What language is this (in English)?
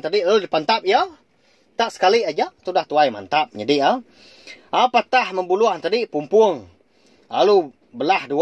Iban